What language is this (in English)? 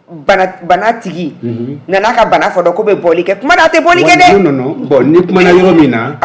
Bambara